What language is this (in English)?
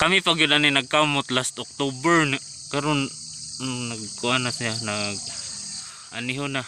Cebuano